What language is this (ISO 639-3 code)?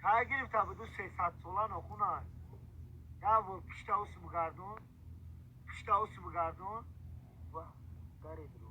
tgk